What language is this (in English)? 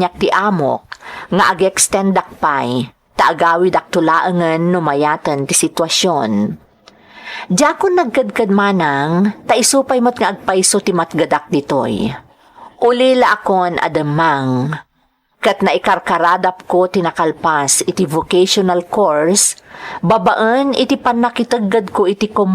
Iloko